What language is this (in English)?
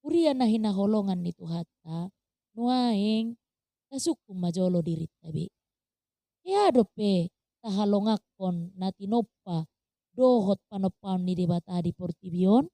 Batak Toba